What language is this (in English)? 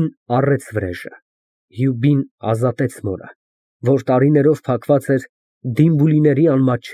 Armenian